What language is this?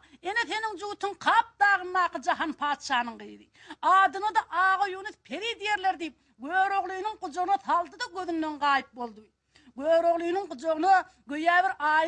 Turkmen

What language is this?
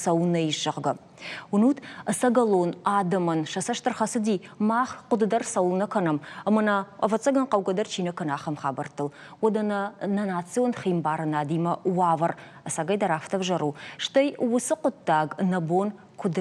Ossetic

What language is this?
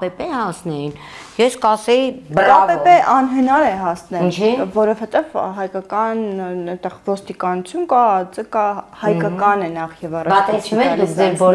Armenian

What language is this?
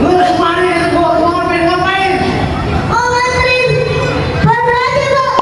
Betawi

